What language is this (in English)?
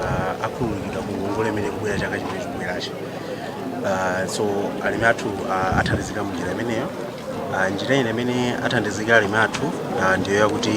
Nyanja